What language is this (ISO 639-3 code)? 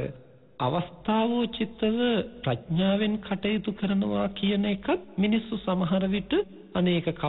sin